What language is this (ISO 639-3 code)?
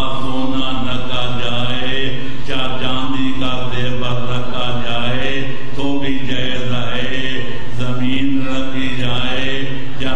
urd